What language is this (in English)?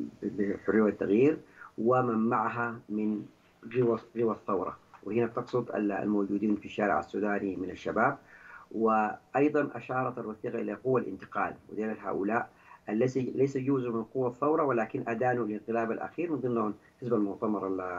Arabic